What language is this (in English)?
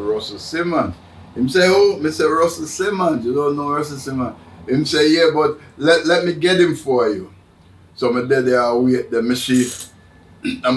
Jamaican Creole English